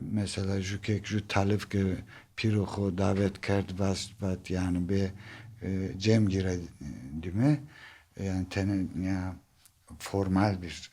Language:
Zaza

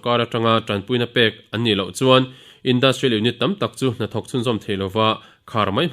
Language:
Mizo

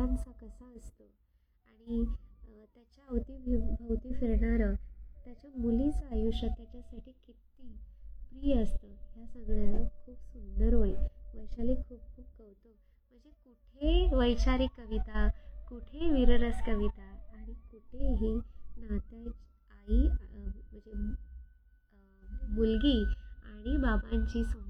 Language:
Marathi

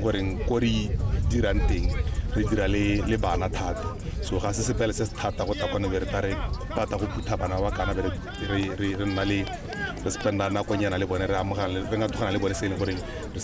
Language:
Tswana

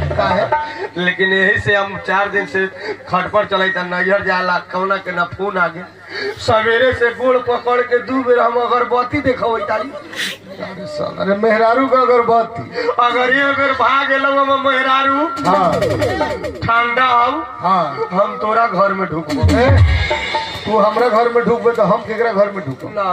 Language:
Bhojpuri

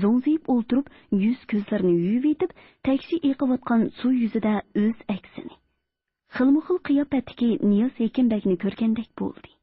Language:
Uyghur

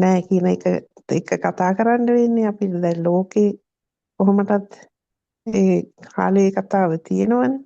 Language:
Sinhala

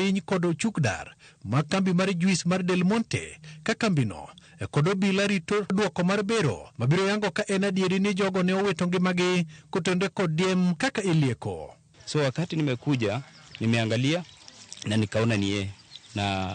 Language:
Luo (Kenya and Tanzania)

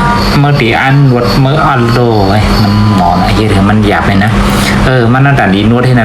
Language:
Shan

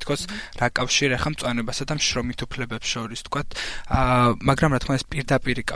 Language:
Georgian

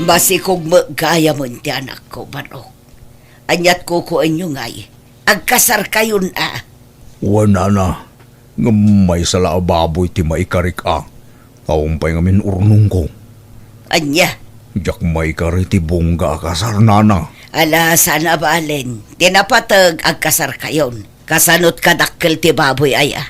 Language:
Iloko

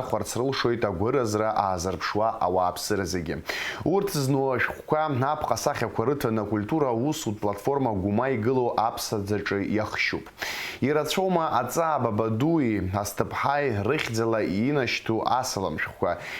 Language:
Abkhazian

